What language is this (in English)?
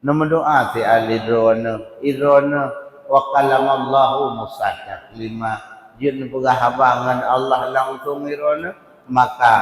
Achinese